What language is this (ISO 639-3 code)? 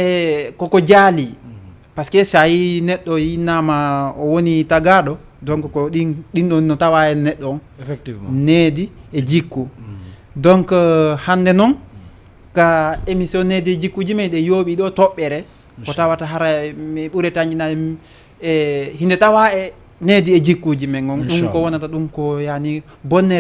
ful